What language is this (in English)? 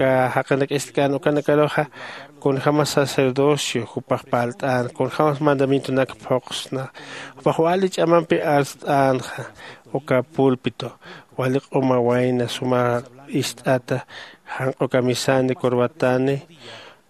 Aymara